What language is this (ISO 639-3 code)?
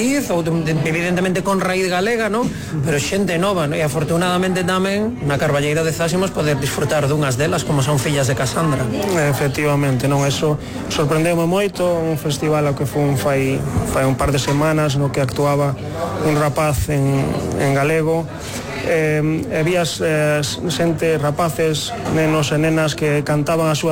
glg